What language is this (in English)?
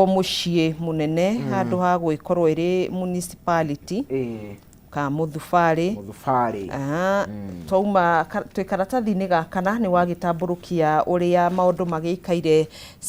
Kikuyu